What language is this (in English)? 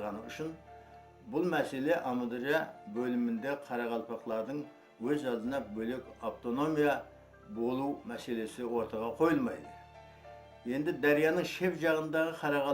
Kara-Kalpak